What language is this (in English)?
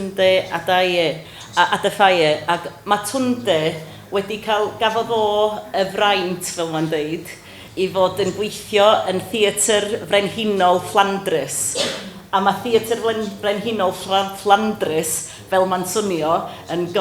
Welsh